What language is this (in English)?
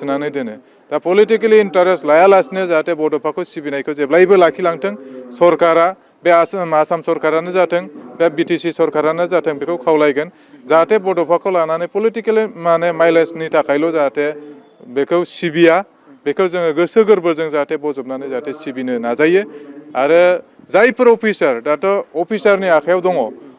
Bodo